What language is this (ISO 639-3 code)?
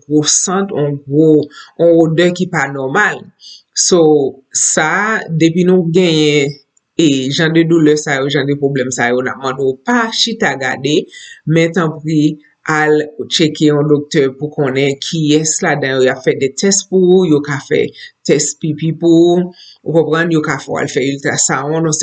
hat